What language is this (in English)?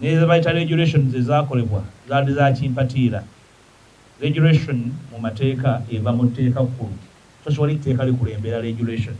Ganda